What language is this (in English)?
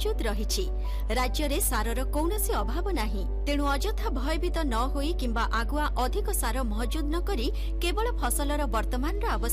Odia